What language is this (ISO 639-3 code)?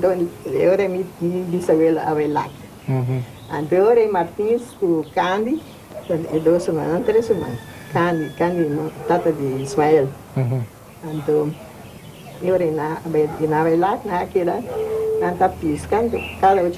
pap